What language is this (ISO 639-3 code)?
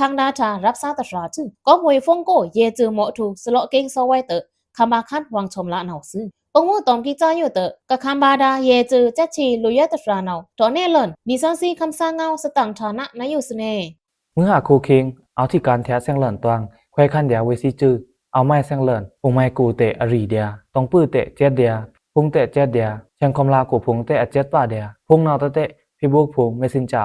blk